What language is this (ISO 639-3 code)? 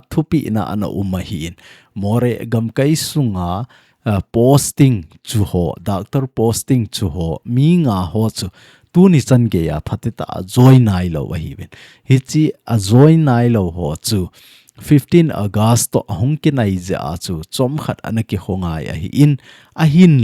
tcz